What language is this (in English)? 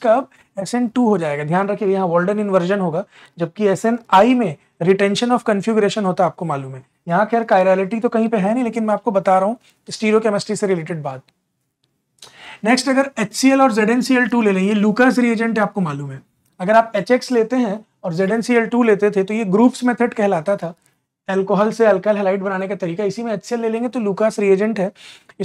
Hindi